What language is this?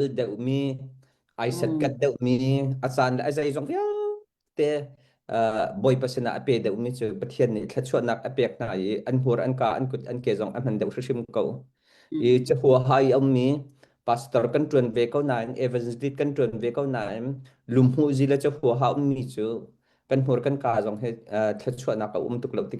Hakha Chin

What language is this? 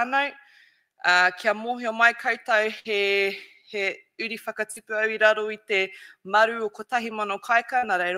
Māori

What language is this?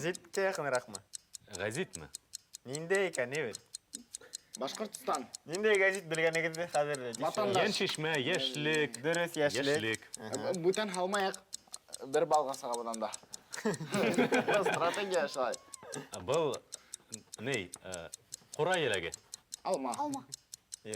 Bashkir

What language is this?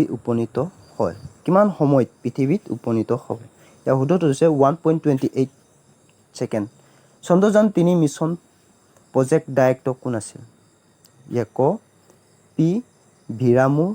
Assamese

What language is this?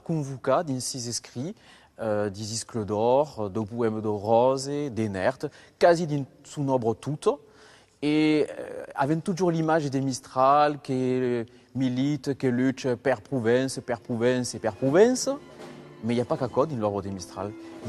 Occitan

